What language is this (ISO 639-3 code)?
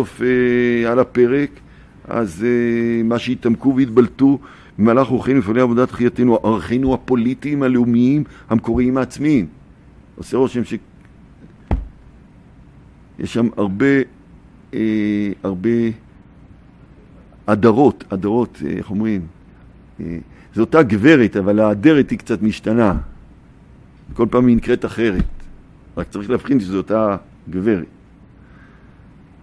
heb